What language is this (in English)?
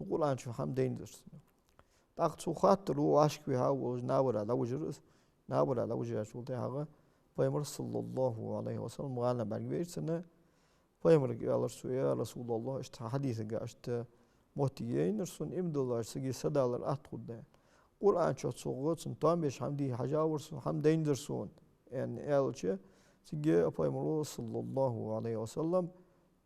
Ingush